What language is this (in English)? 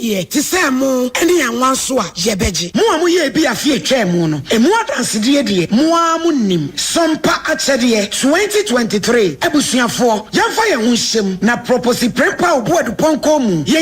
Akan